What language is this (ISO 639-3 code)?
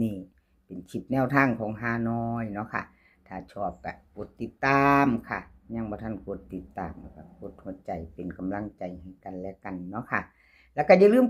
tts